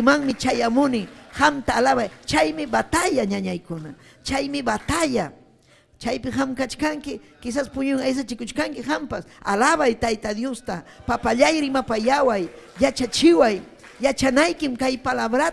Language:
Ayacucho Quechua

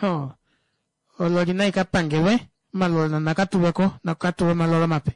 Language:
Kuanyama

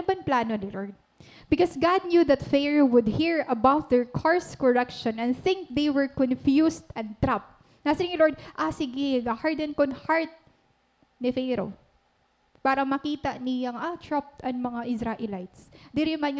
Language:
Waray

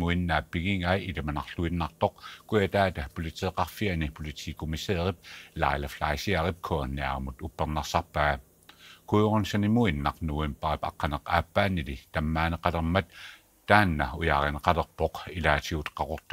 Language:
Kalaallisut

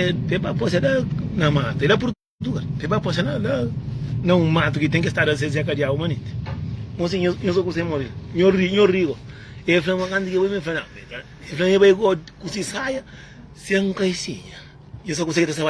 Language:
Kabuverdianu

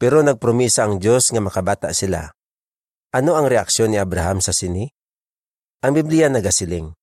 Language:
Hiligaynon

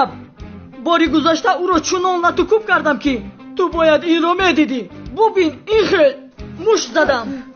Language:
Tajik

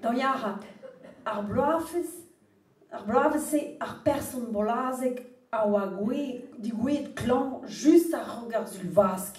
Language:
Breton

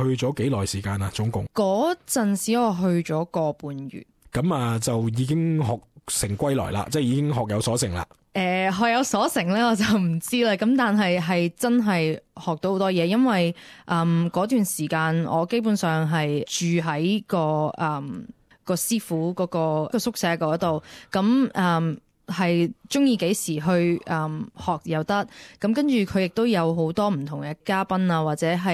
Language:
Cantonese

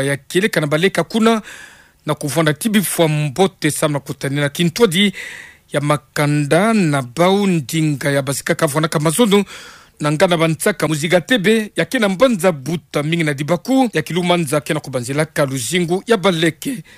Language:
Kituba (Democratic Republic of Congo)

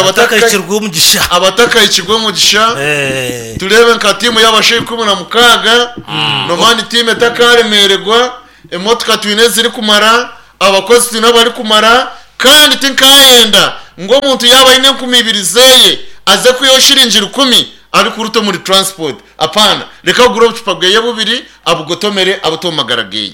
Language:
Nyankole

